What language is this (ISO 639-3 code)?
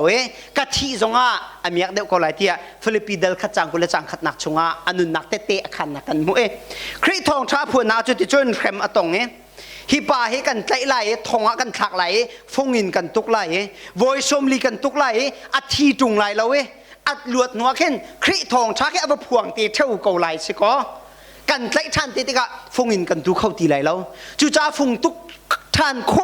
cnh